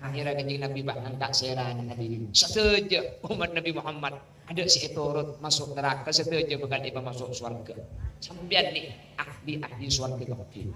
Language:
Madurese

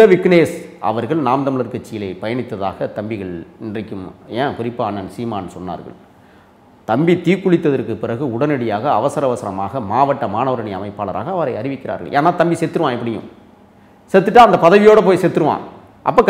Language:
Tamil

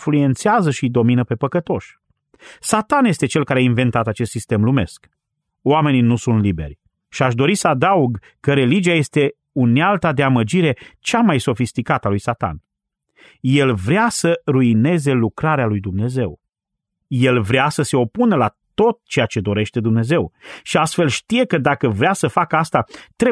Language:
Romanian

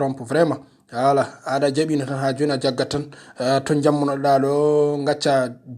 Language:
Fula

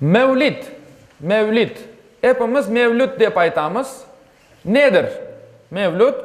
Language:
Crimean Tatar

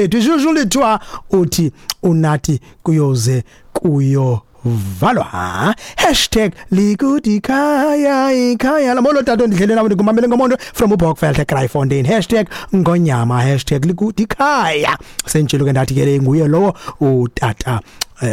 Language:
Xhosa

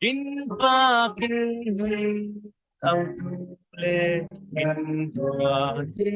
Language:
Falam Chin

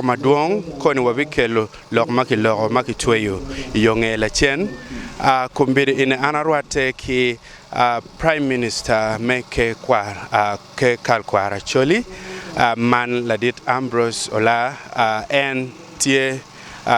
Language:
Acoli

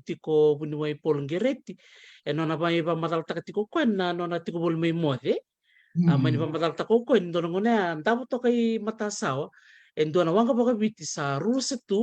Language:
Fijian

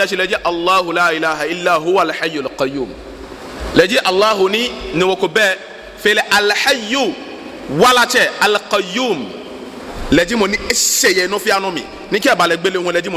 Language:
Ga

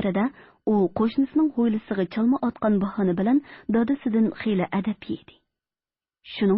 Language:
Uyghur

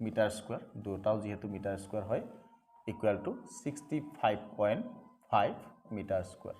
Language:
Assamese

